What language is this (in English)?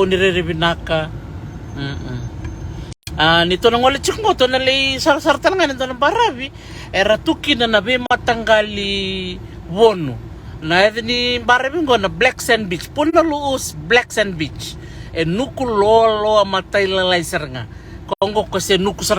Fijian